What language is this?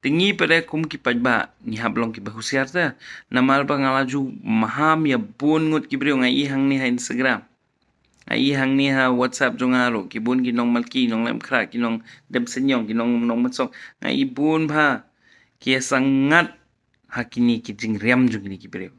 Khasi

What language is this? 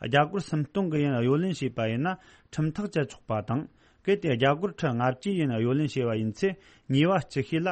Tibetan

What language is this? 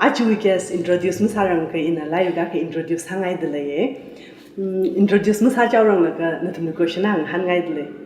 Tangkhul Naga (India)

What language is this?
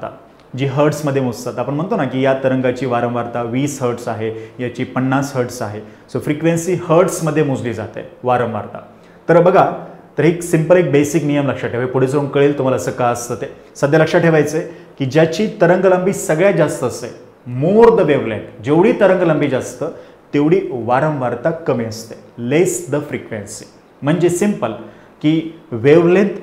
Marathi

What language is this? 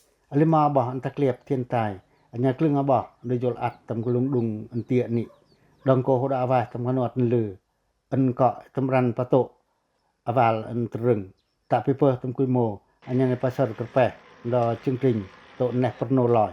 Pacoh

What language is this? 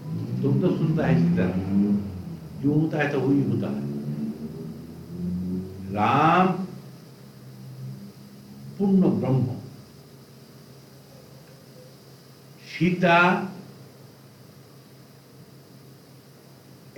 Bangla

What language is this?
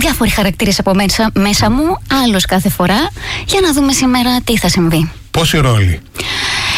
Greek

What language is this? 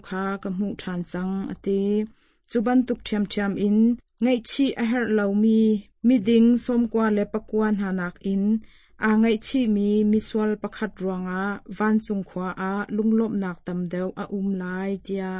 Hakha Chin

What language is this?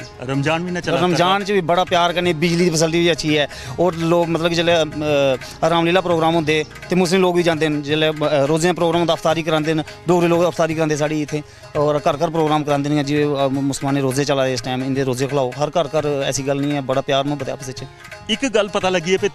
Dogri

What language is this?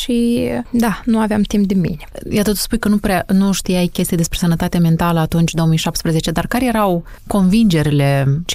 Romanian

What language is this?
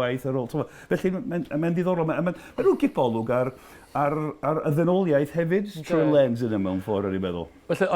Welsh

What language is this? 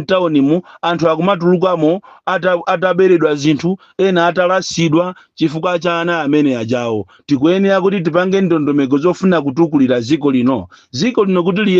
Nyanja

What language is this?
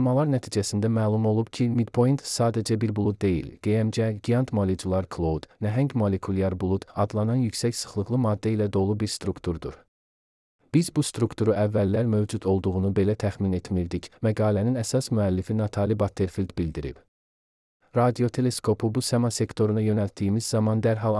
Azerbaijani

